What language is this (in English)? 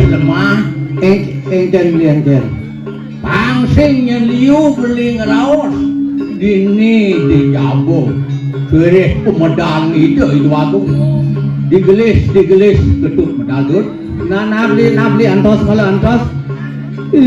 Balinese